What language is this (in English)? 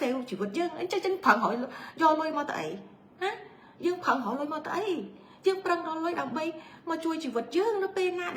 Khmer